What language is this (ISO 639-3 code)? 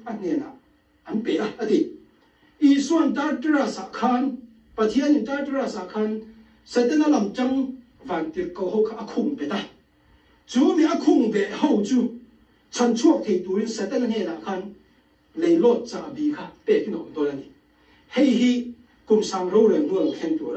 lus